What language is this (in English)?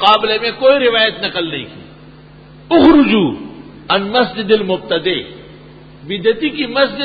Urdu